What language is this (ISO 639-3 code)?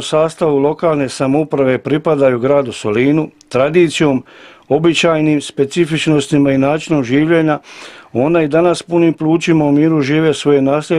hrv